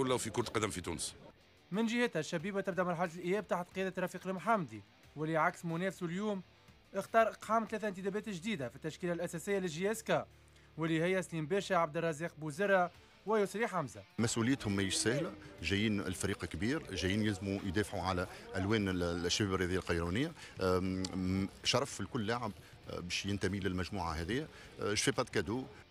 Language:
Tunisian Arabic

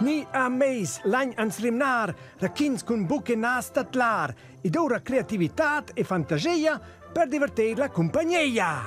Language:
Romansh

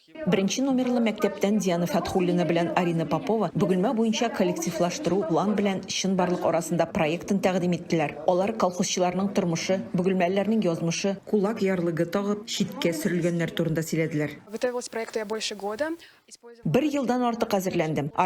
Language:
Tatar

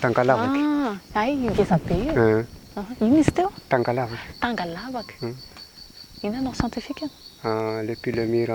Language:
Malagasy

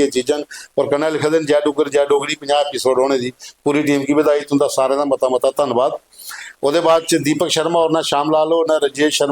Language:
Dogri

